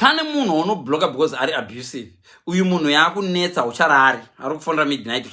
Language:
Shona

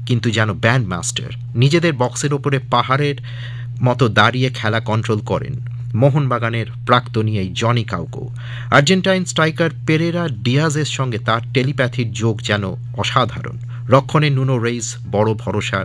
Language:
Bangla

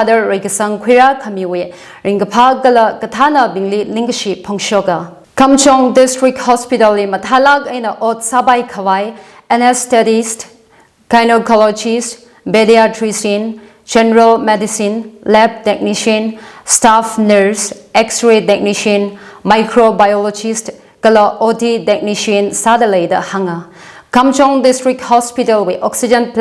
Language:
Tangkhul Naga (India)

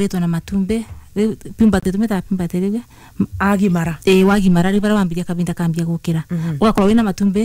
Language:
Kikuyu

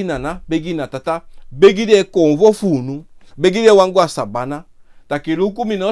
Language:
Sranan Tongo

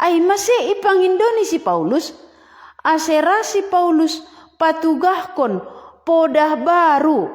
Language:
Batak Simalungun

